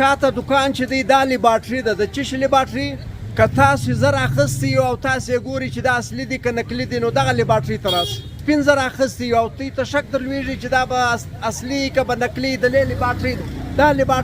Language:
Pashto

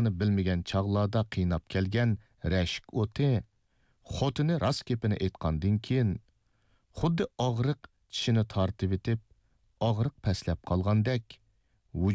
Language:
Uyghur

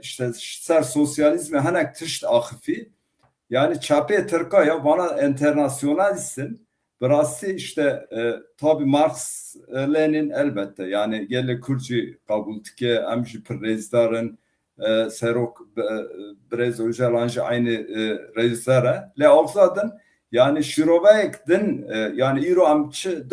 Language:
Kurdish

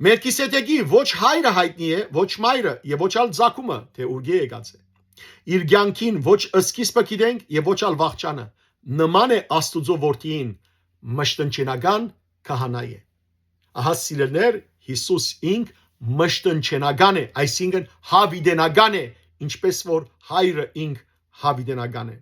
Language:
Western Armenian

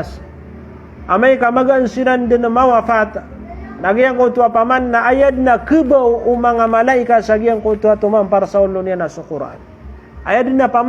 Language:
Maranao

